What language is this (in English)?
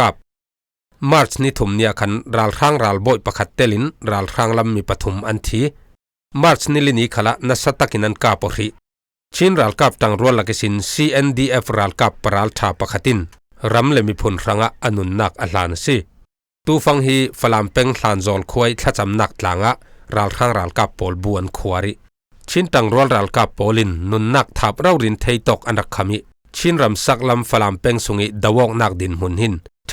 Falam Chin